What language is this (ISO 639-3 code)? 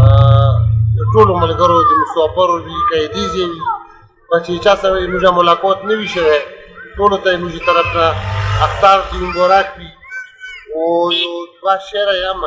pus